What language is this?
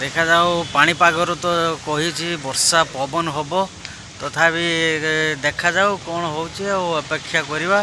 Odia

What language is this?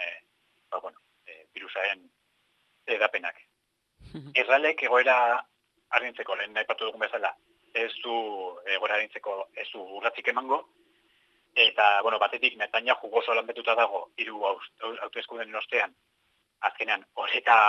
Basque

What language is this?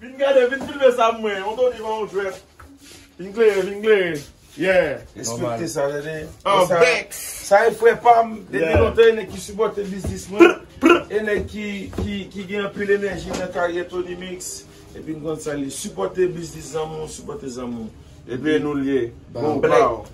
Haitian Creole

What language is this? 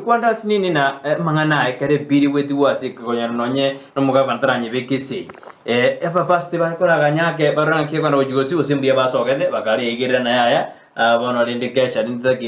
Gusii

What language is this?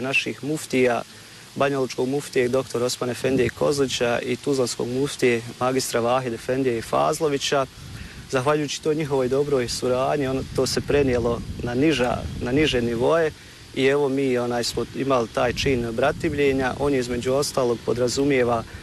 Bosnian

